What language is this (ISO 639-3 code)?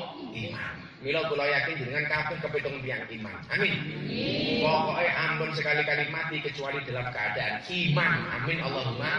jav